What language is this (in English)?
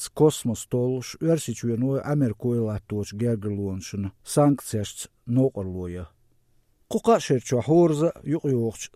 Chechen